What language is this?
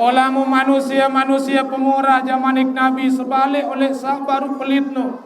Sasak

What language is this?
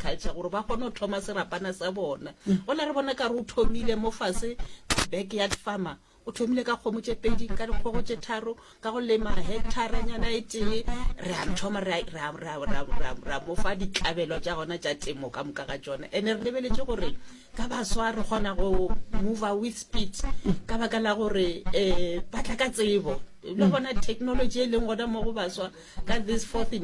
Northern Sotho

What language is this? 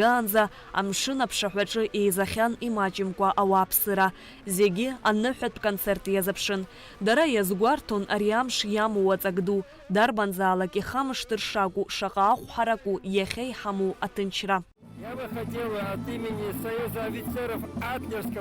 Abkhazian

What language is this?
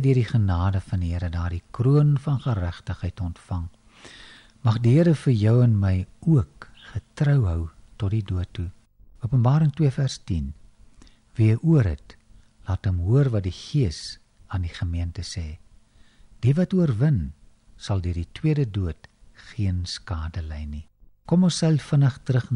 Afrikaans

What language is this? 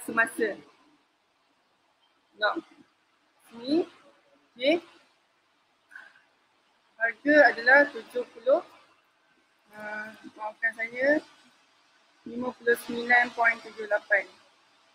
Malay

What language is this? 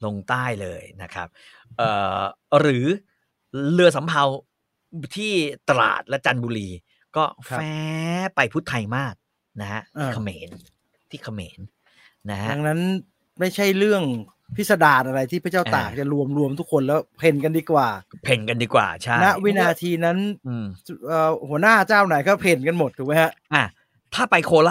Thai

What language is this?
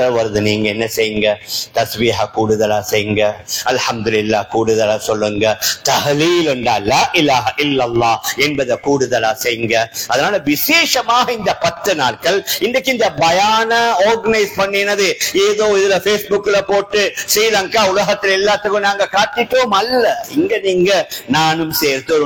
Tamil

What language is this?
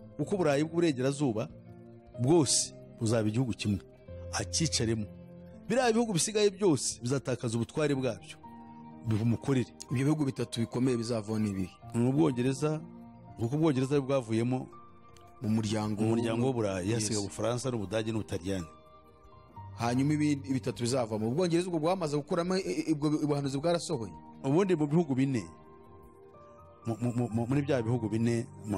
Kinyarwanda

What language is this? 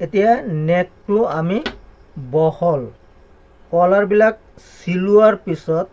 Assamese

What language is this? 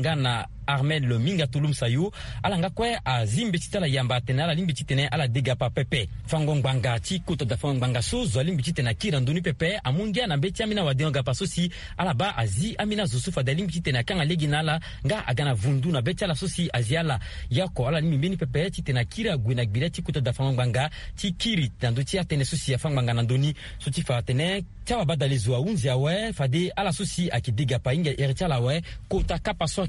Sango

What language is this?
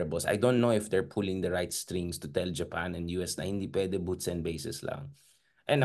Filipino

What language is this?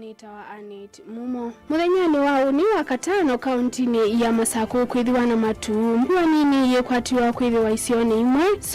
Kamba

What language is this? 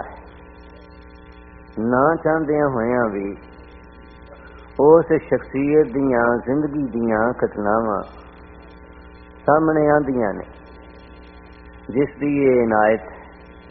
Punjabi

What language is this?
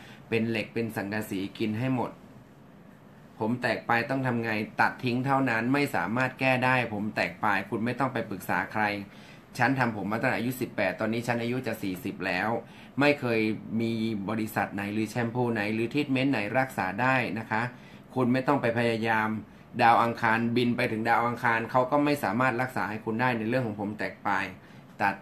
Thai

